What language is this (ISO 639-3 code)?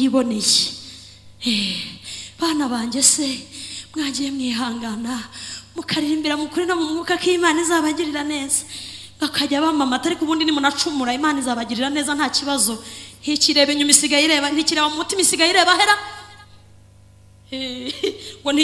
kin